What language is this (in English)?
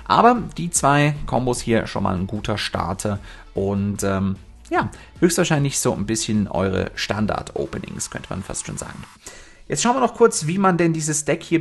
German